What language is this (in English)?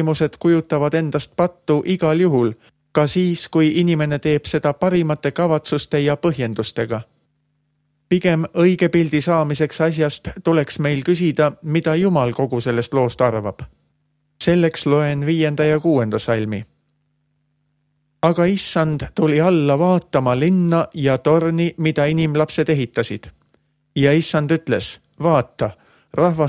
Estonian